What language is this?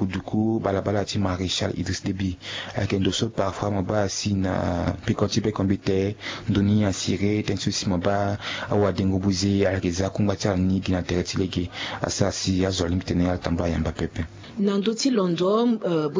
Sango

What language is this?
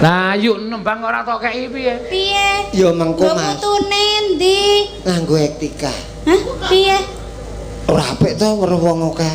Javanese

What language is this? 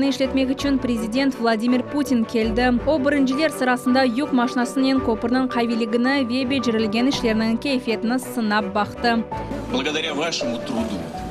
Crimean Tatar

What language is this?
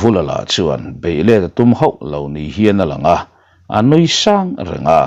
Mizo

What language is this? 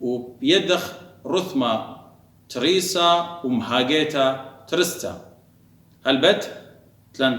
Assyrian Neo-Aramaic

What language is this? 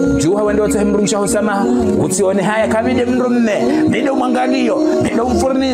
Ngazidja Comorian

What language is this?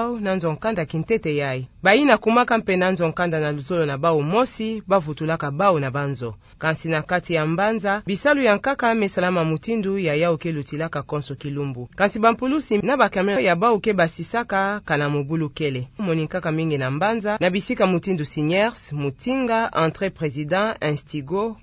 Kituba (Democratic Republic of Congo)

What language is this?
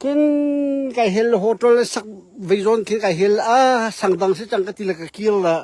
Hakha Chin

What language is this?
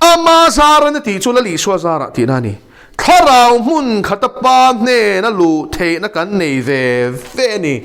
Mizo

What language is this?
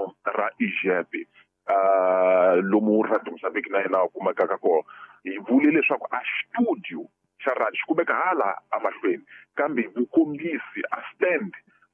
Tsonga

